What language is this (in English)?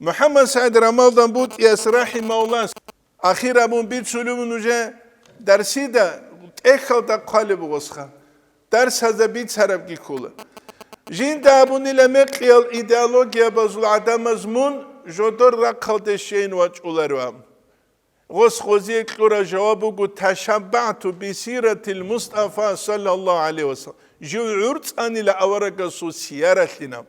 Avaric